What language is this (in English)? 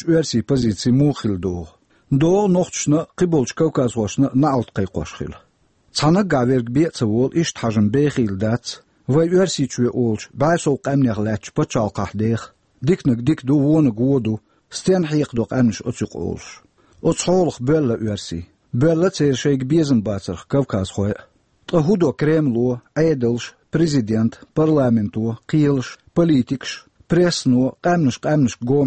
Chechen